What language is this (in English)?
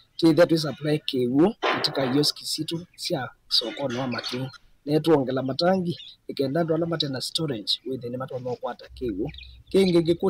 Kamba